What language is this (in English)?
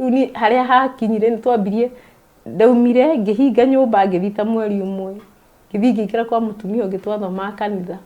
Kikuyu